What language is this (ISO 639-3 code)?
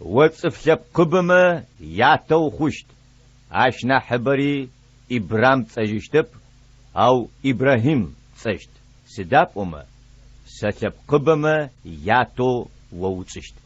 ady